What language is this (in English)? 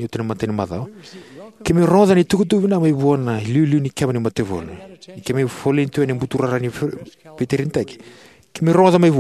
Fijian